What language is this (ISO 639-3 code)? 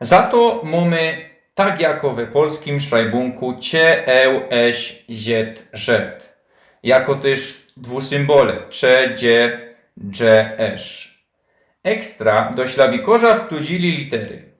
szl